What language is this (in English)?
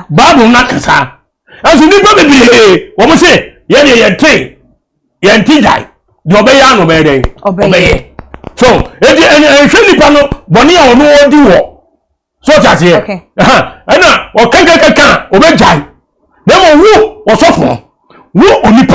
Akan